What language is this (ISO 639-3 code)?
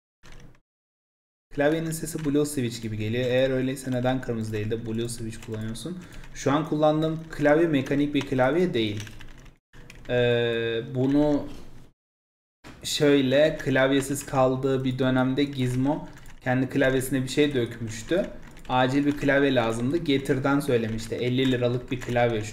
tur